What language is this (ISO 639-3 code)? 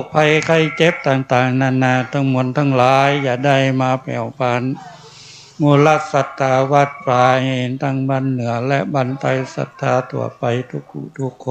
pli